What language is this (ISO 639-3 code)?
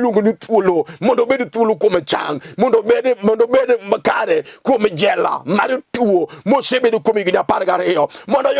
luo